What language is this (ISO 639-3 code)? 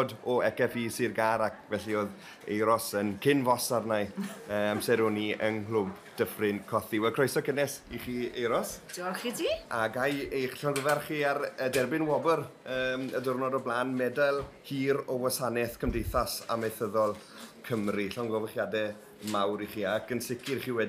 cym